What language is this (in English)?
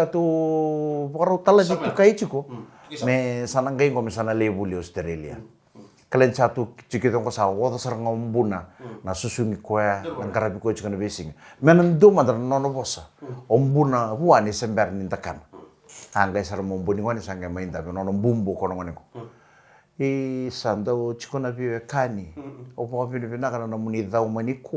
Fijian